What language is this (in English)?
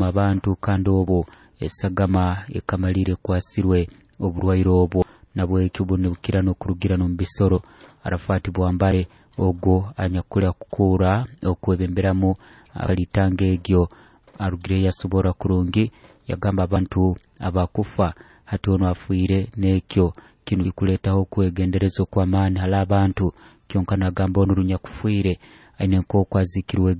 Nyoro